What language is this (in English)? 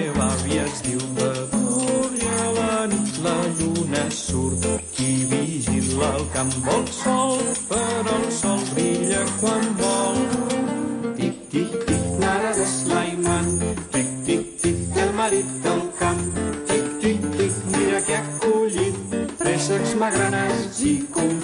Catalan